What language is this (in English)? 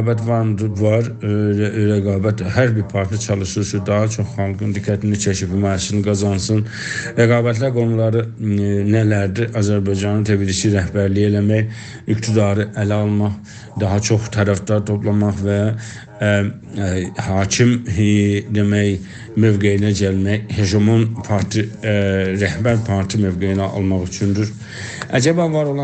South Azerbaijani